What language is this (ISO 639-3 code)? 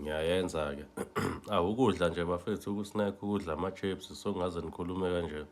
zul